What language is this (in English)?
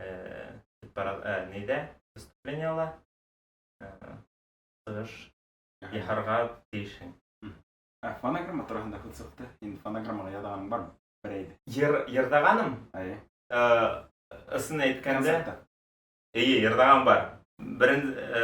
Bashkir